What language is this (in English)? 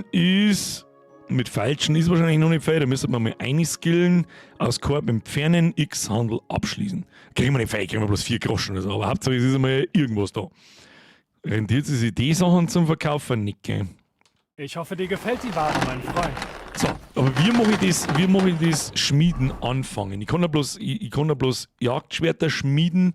Bavarian